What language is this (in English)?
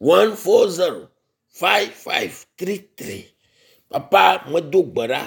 Ewe